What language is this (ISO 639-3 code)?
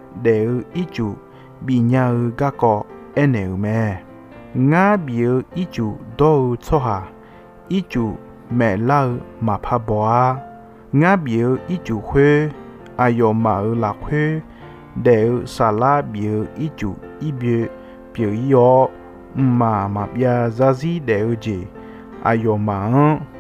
ahk